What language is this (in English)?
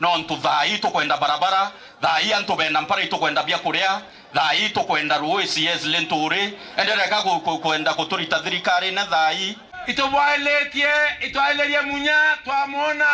Meru